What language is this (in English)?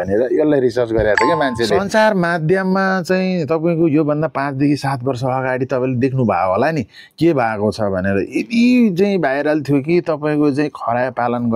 Nepali